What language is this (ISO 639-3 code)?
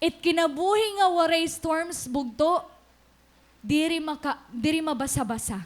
war